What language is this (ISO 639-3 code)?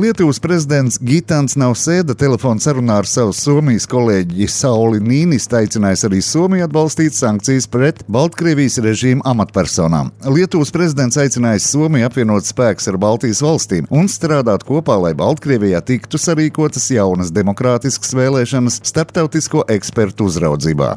lav